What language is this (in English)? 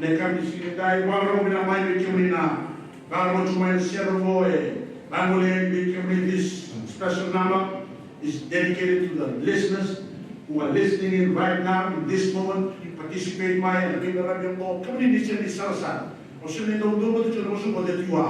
Fijian